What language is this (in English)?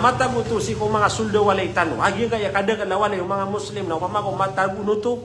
Maranao